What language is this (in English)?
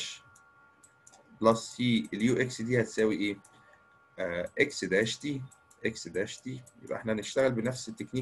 Egyptian Arabic